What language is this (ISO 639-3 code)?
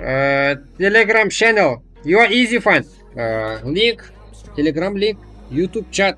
kaa